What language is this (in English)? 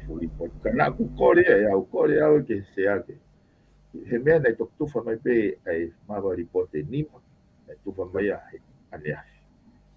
Tongan